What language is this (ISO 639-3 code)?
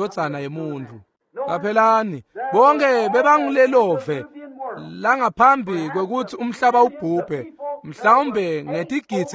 ssw